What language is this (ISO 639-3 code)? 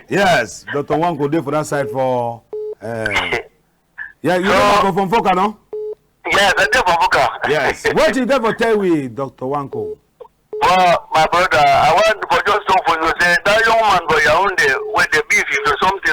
wes